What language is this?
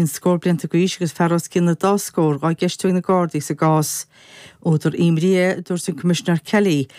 Irish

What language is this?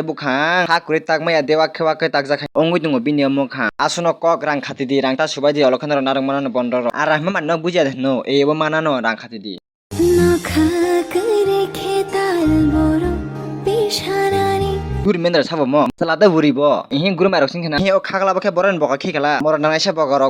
Kok Borok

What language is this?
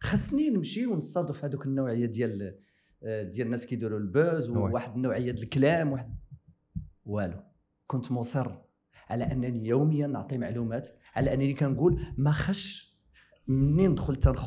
Moroccan Arabic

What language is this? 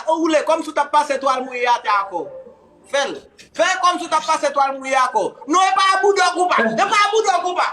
Haitian Creole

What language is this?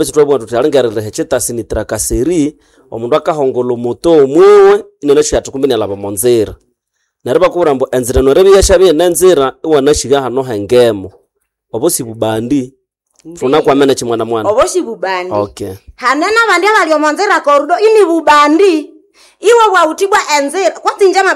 Nande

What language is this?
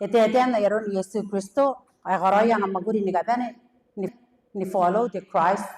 Gilbertese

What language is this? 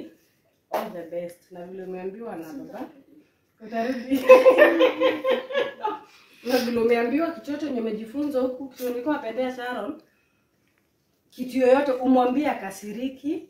Swahili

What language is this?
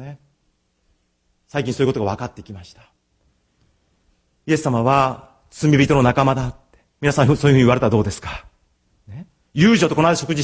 Japanese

